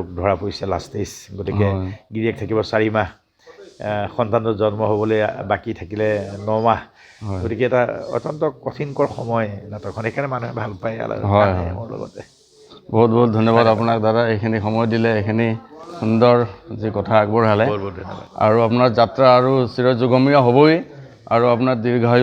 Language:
Assamese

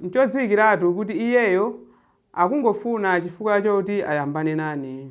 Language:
Nyanja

